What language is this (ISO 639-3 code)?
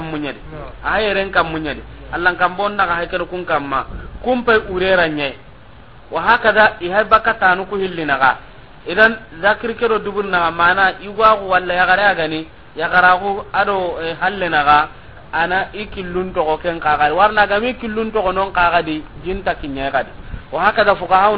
snk